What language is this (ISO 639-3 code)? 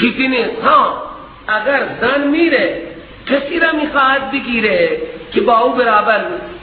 fas